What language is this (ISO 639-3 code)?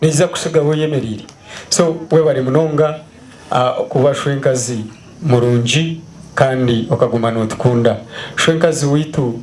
nyn